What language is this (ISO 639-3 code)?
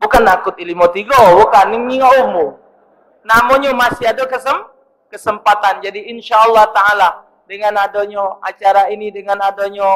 mui